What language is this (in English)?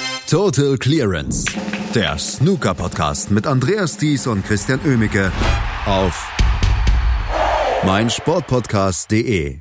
German